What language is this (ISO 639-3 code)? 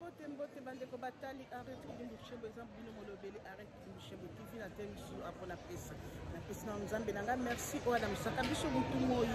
lin